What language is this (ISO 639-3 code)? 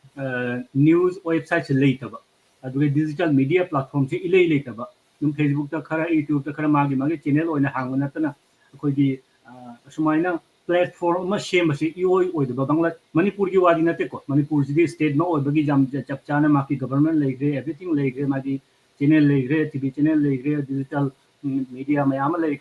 mni